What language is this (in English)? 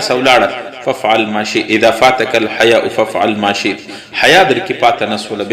Pashto